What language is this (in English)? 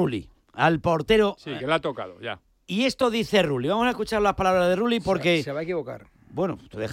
Spanish